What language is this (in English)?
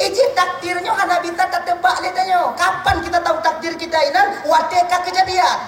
Achinese